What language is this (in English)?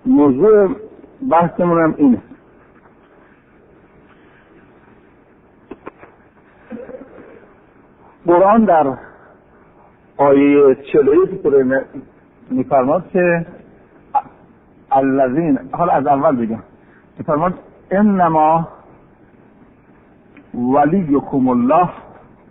Persian